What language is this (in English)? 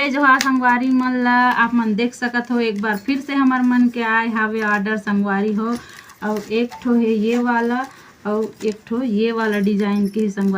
Chhattisgarhi